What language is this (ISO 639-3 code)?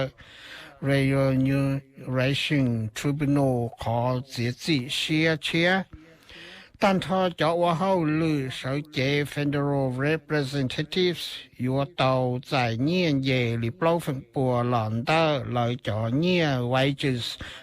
hmn